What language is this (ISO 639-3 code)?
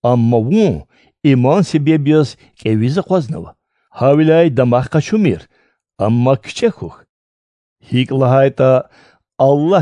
lez